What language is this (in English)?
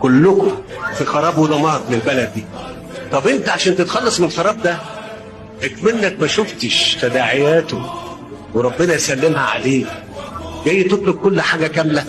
Egyptian Arabic